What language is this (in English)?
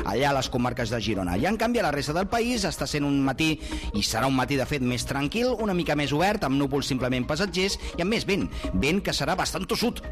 Catalan